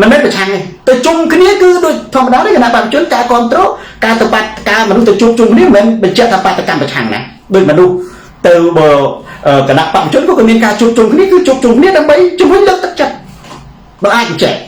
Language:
Khmer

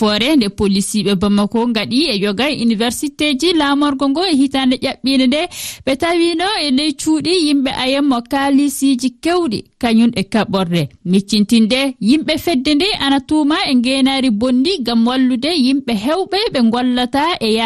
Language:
Fula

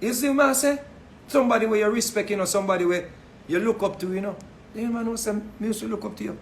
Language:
Jamaican Creole English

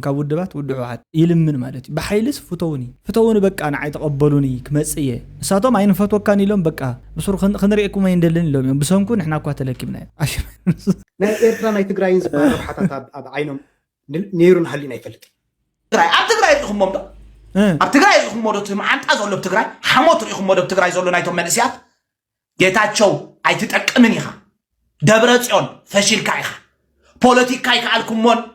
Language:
Tigrinya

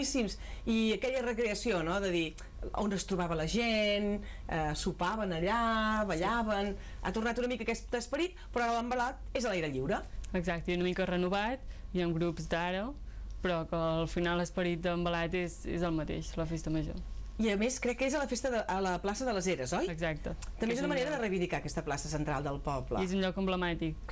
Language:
Catalan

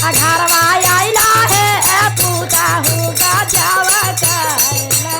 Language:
Magahi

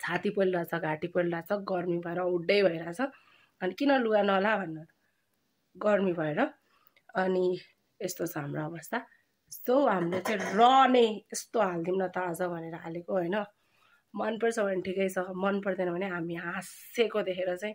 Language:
Nepali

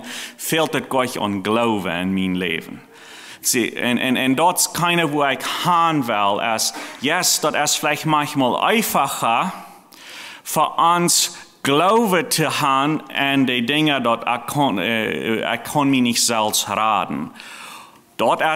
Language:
Plautdietsch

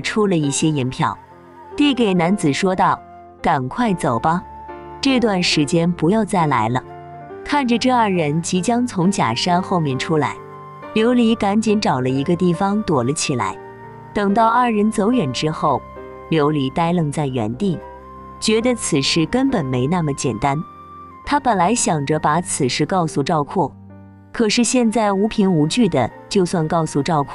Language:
Chinese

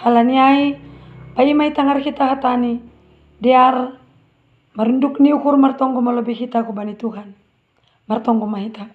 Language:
Batak Simalungun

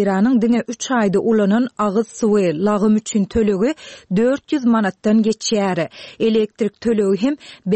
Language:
Turkmen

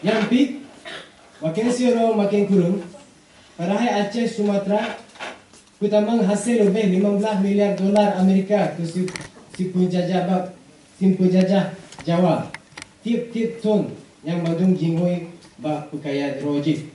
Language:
Achinese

